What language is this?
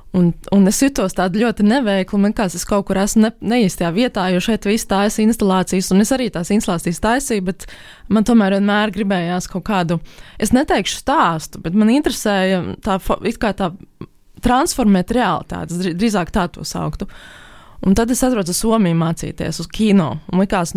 Latvian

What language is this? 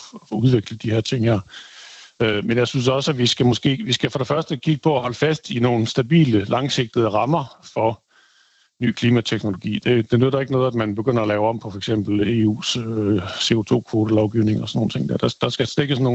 Danish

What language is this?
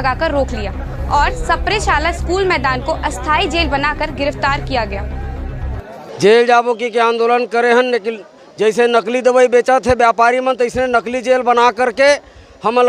Chhattisgarhi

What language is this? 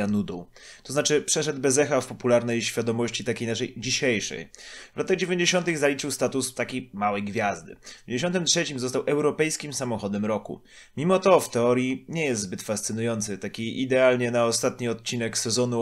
Polish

